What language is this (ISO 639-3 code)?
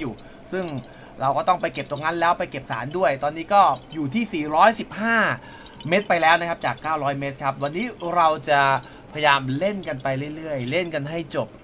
tha